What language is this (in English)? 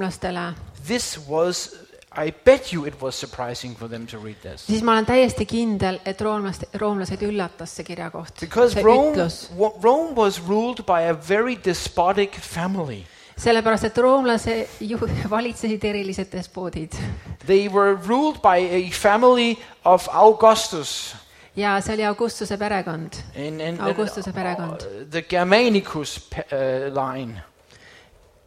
Estonian